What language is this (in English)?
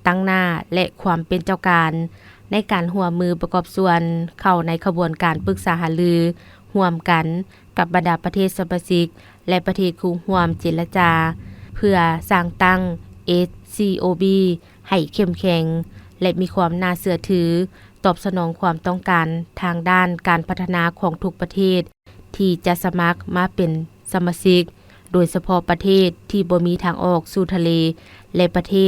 Lao